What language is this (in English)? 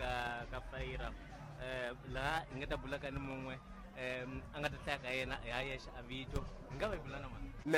Tsonga